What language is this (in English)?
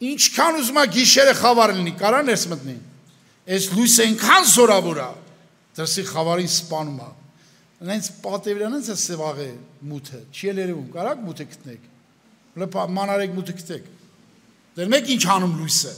Armenian